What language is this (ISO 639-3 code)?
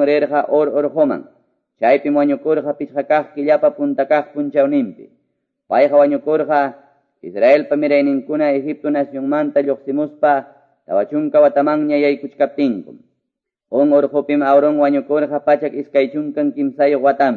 que